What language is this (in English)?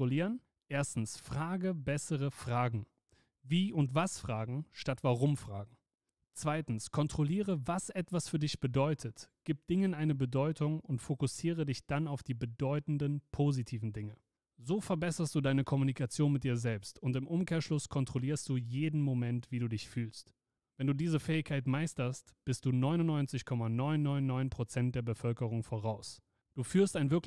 German